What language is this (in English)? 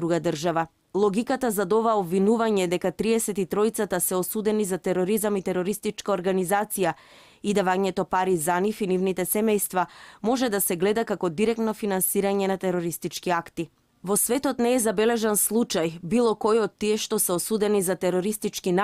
Macedonian